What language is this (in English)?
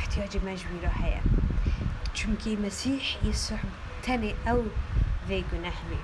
Kurdish